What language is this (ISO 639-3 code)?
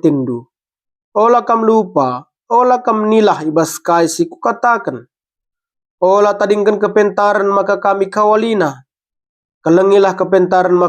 btx